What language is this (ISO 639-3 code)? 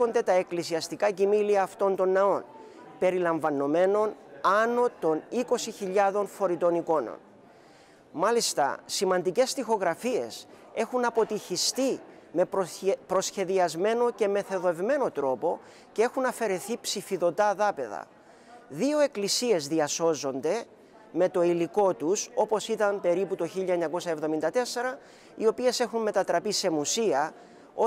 ell